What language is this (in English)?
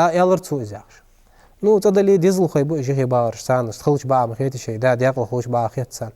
Ingush